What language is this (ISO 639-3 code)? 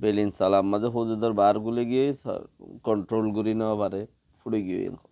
rhg